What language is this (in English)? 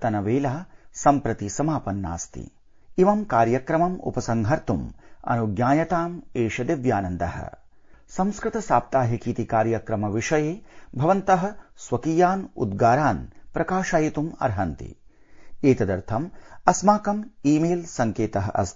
Sanskrit